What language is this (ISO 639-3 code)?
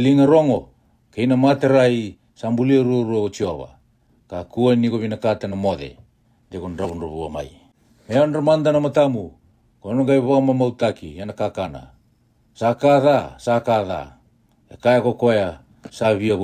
fij